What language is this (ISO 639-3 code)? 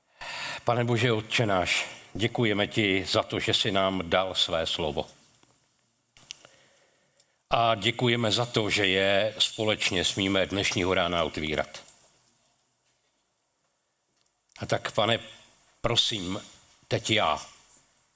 ces